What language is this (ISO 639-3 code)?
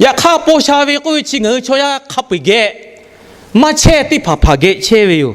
lhu